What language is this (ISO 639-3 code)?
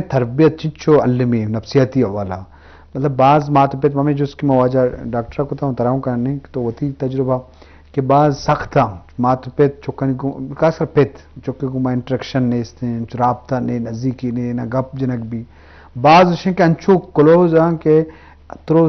bgp